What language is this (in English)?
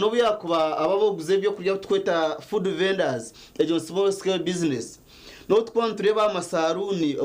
Nyankole